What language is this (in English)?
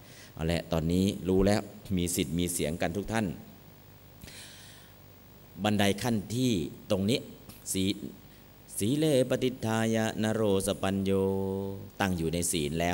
Thai